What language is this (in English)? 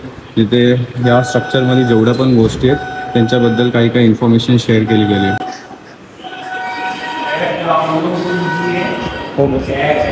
Marathi